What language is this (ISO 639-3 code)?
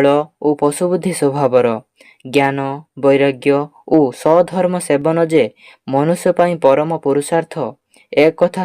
ori